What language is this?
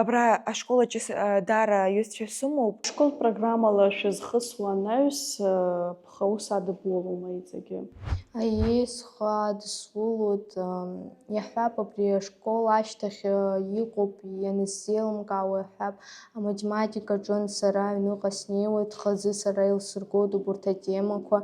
Abkhazian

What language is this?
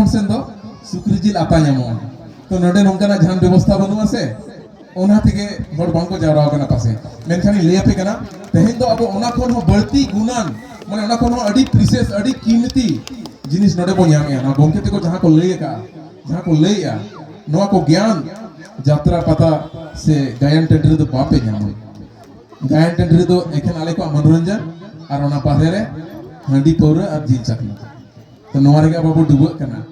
Santali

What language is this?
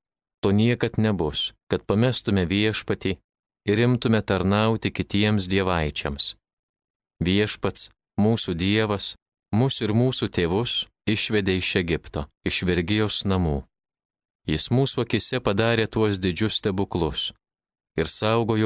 Lithuanian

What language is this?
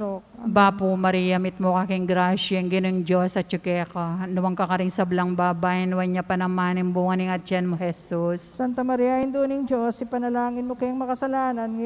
Pampanga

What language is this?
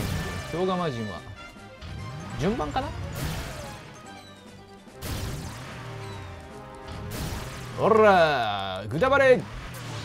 Japanese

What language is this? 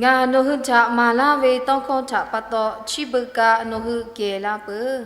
Lahu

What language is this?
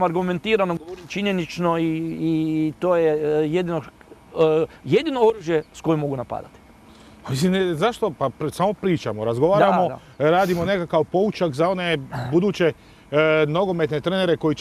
Croatian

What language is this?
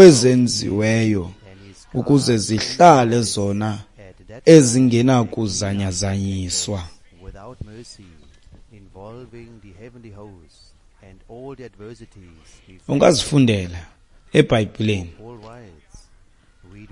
Xhosa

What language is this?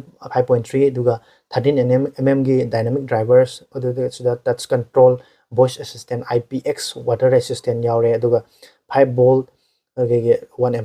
Manipuri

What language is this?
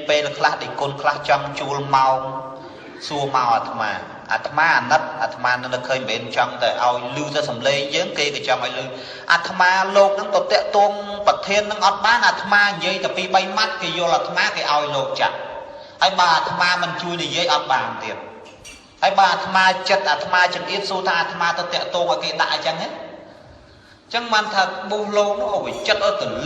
Khmer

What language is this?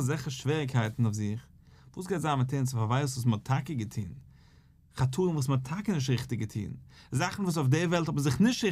Yiddish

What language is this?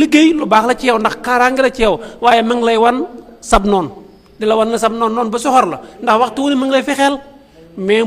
Wolof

